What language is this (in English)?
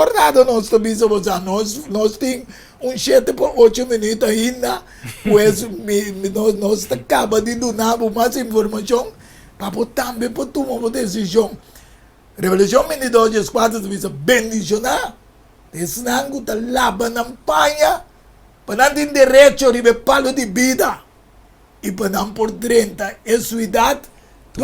Papiamento